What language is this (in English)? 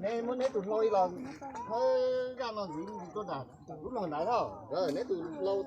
Hmong